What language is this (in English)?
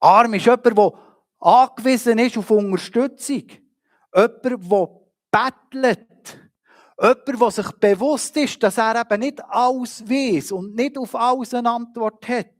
Swiss German